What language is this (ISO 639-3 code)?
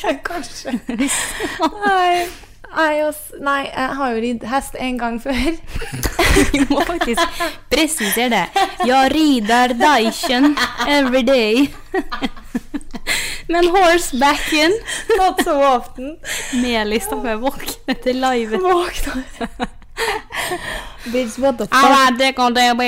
nor